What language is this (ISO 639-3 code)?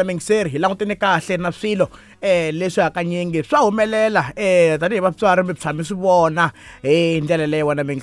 tso